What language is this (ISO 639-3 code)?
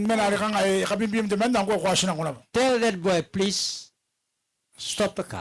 gil